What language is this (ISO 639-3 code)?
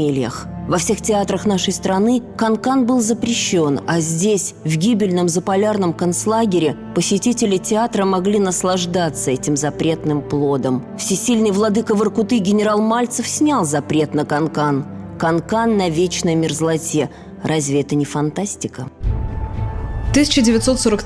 rus